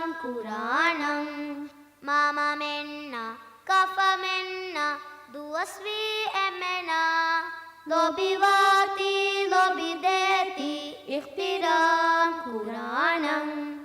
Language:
Divehi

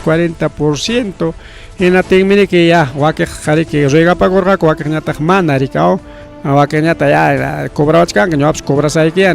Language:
Ayacucho Quechua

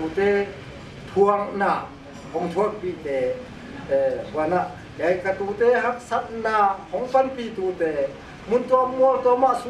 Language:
Paite Chin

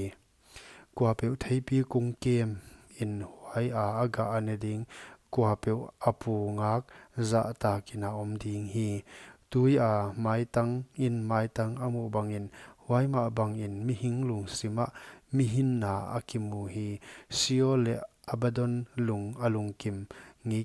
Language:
Paite Chin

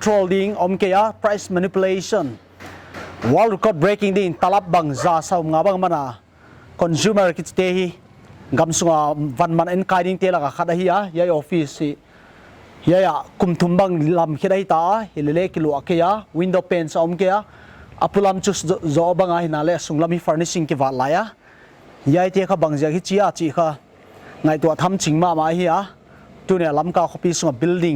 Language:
Paite Chin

